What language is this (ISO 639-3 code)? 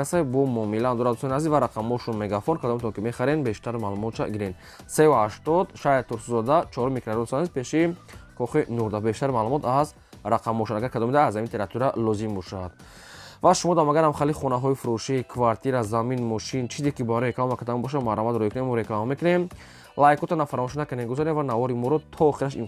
tgk